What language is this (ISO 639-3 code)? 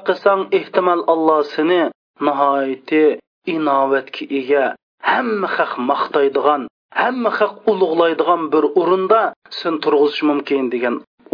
uig